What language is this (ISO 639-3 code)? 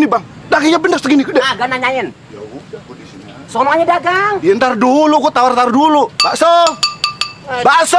bew